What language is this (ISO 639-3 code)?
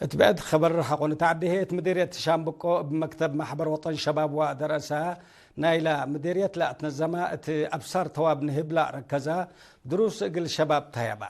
tig